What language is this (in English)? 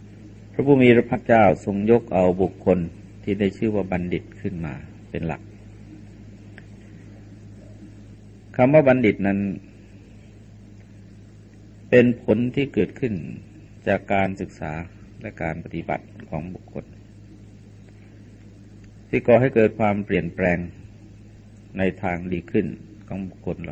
Thai